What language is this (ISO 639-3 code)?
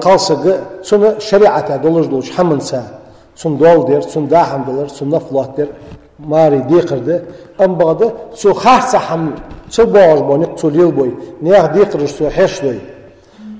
inh